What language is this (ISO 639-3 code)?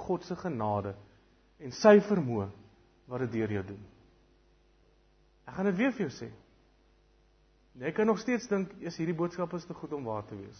afr